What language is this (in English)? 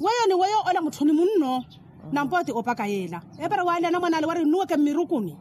Makhuwa